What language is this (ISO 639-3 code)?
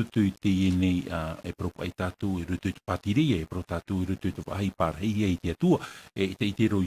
tah